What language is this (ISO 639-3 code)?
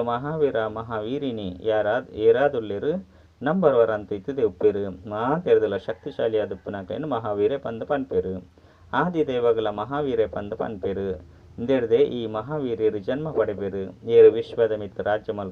tcy